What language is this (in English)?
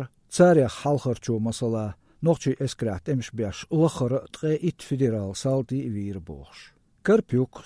Chechen